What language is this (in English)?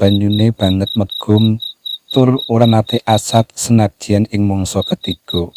Javanese